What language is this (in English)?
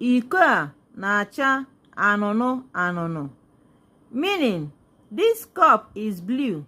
Igbo